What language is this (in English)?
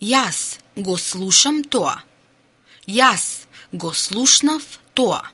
Macedonian